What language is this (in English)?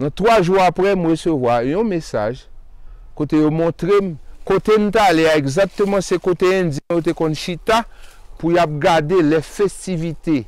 Haitian Creole